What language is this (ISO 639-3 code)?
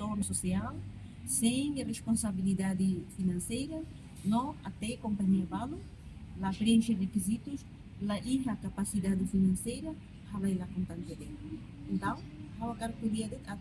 tet